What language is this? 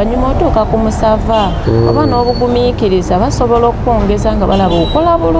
Ganda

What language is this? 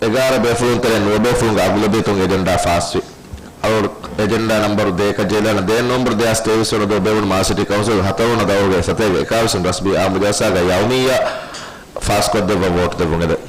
Divehi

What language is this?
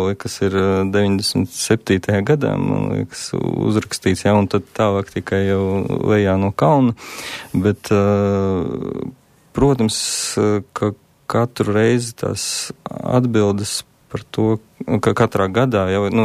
Latvian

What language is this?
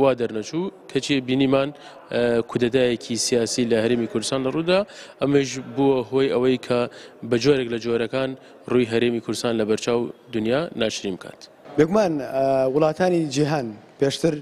Central Kurdish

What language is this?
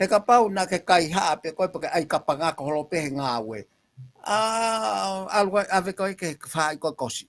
Tongan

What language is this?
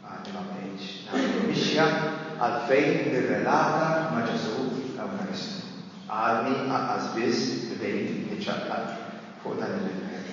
Maltese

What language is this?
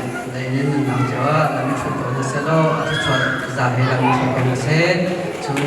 Hakha Chin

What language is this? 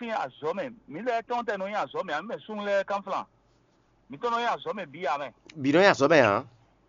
Fon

